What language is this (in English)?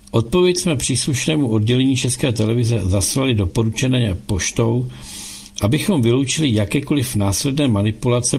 Czech